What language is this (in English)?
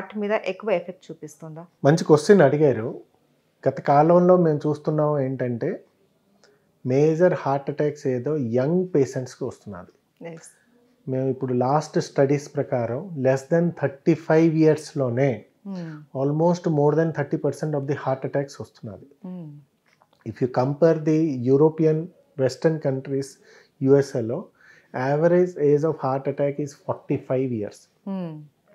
Telugu